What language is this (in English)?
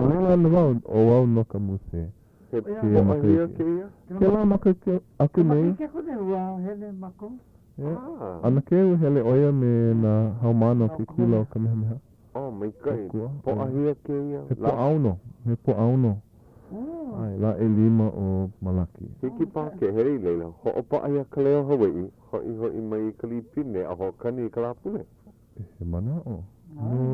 Hawaiian